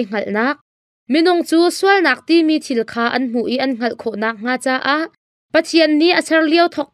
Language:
Hakha Chin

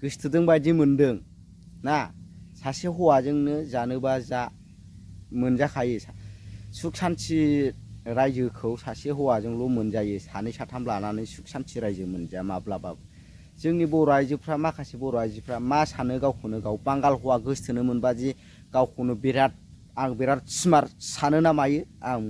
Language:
Bodo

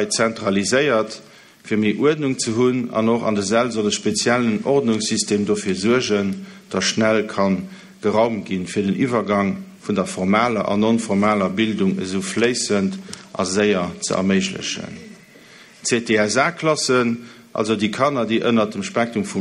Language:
Luxembourgish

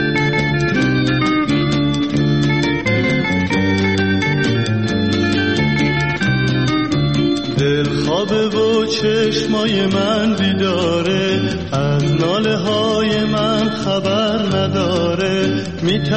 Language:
Persian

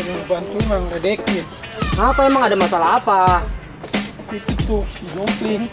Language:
Betawi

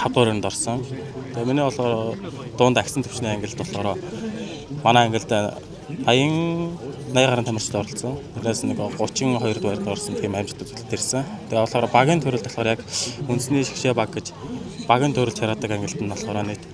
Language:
Mongolian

